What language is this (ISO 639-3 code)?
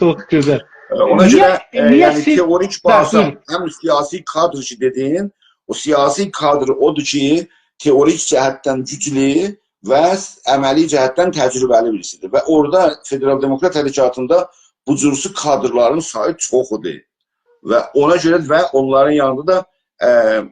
azb